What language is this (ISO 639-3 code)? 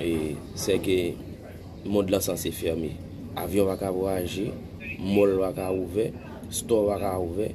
hat